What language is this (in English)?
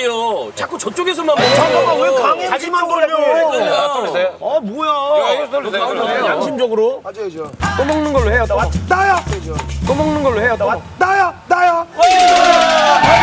Korean